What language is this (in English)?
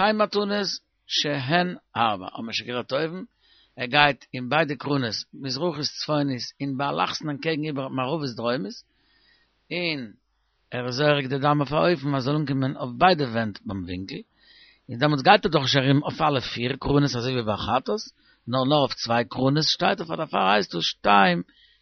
Yiddish